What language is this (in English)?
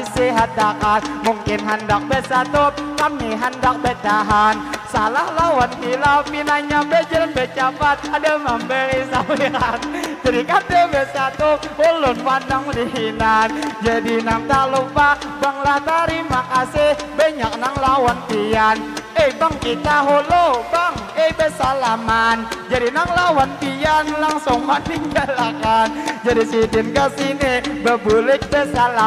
Banjar